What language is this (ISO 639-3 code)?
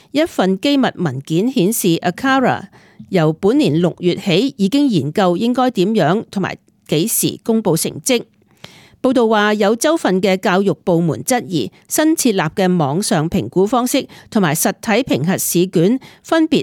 yue